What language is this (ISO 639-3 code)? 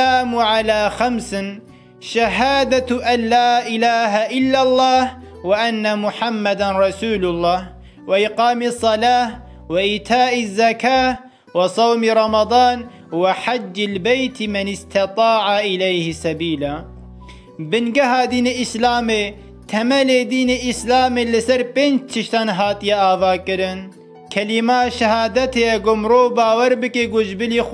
kur